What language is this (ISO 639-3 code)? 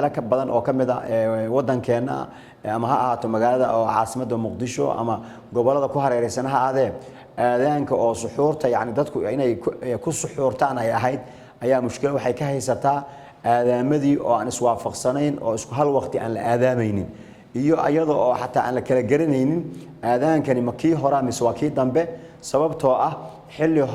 som